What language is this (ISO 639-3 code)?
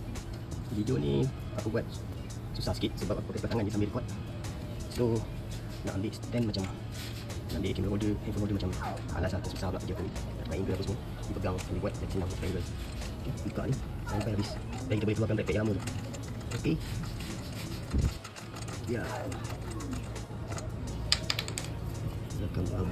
msa